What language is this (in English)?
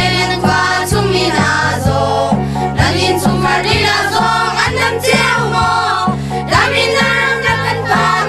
Hakha Chin